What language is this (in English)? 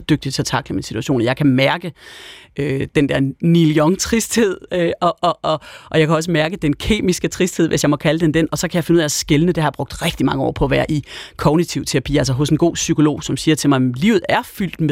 Danish